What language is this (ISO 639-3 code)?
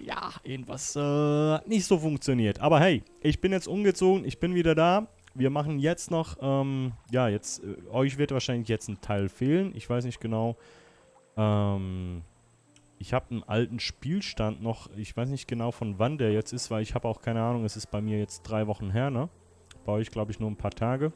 gsw